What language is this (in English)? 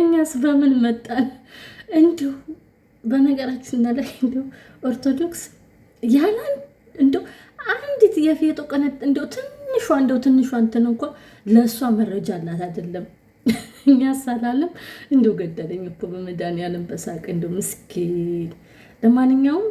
Amharic